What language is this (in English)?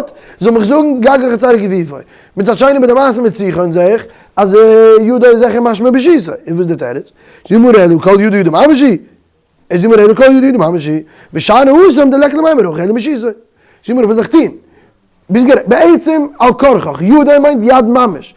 Yiddish